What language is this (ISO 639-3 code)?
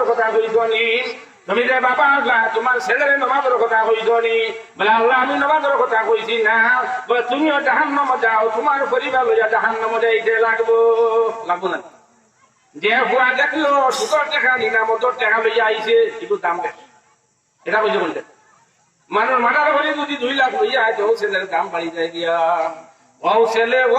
syl